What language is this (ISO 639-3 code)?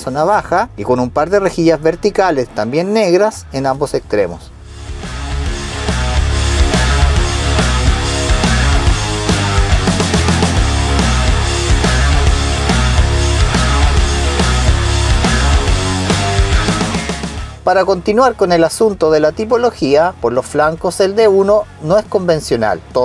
spa